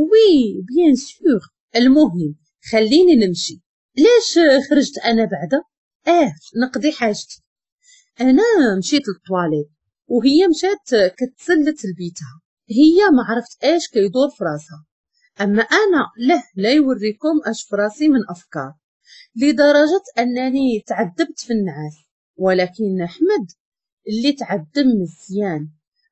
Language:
Moroccan Arabic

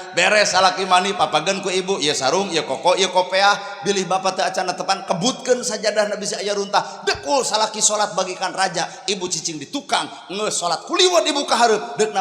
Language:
Sundanese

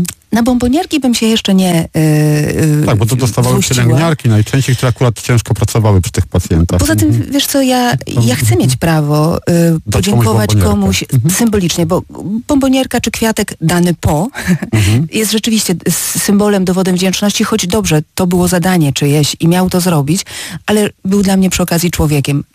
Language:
Polish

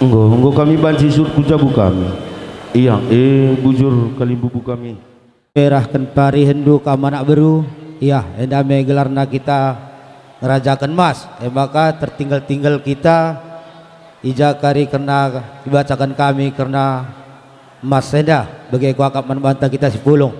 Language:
Batak Karo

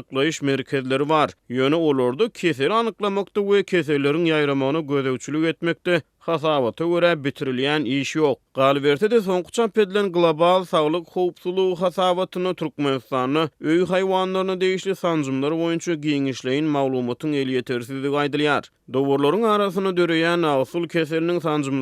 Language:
Turkmen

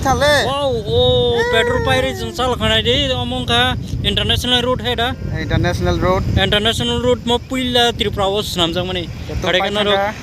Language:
Kok Borok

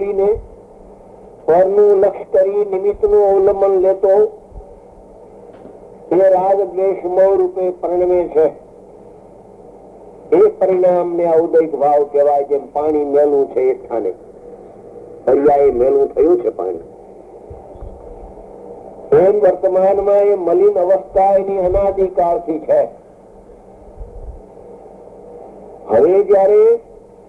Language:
Gujarati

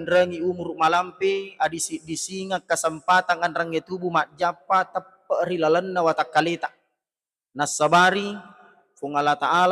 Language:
Buginese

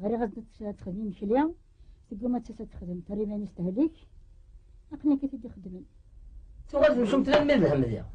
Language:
Kabyle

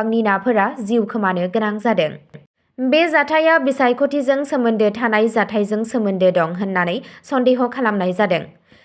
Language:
Bodo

